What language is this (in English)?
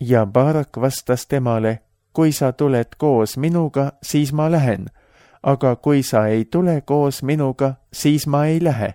Estonian